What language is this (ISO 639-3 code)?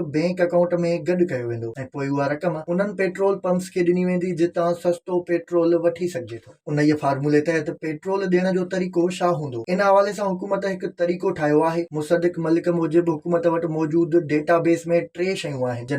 snd